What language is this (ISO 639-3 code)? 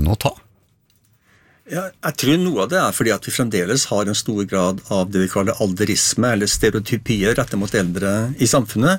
nor